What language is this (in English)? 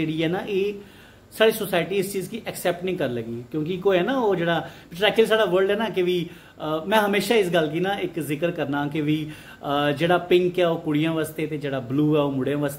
Dogri